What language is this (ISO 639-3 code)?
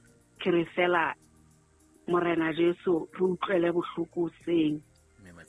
sot